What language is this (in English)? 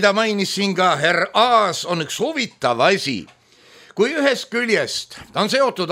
Estonian